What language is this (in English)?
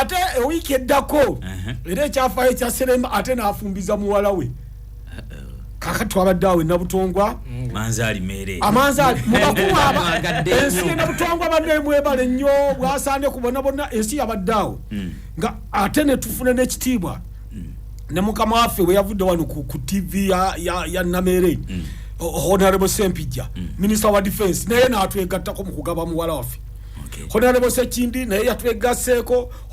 Ganda